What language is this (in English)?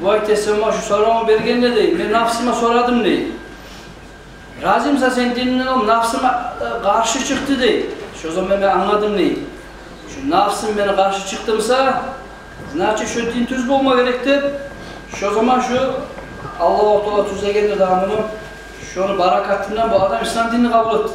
Kumyk